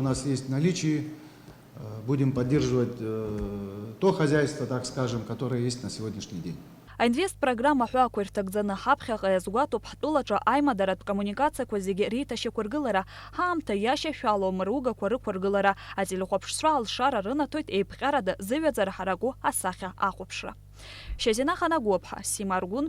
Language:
Abkhazian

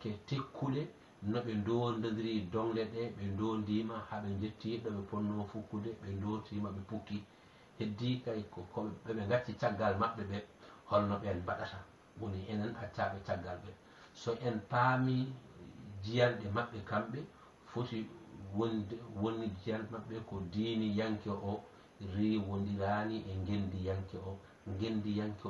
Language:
Fula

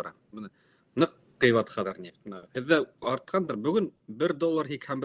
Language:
Bashkir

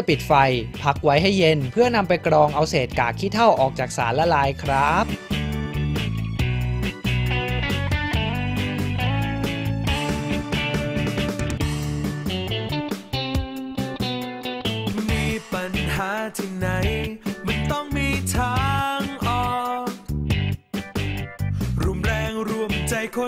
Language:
Thai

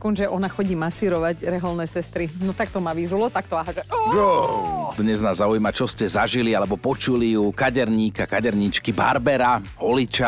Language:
Slovak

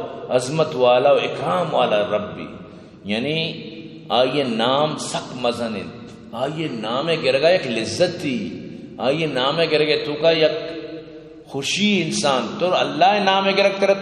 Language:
Eastern Balochi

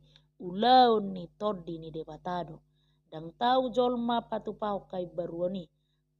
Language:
Batak Toba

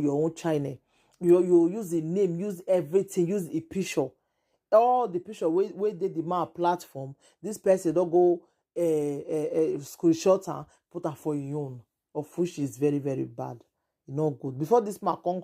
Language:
Nigerian Pidgin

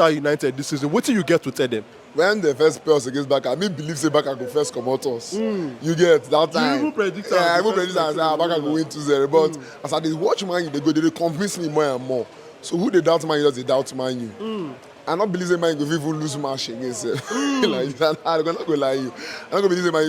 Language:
Nigerian Pidgin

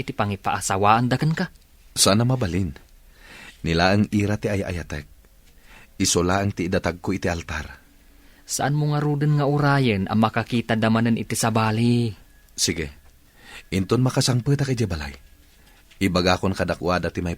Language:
Iloko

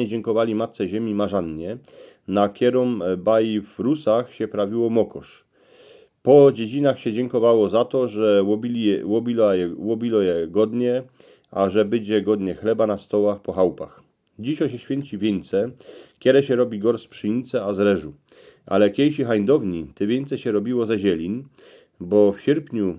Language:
Silesian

